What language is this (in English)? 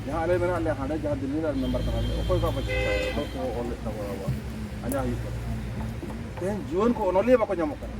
Santali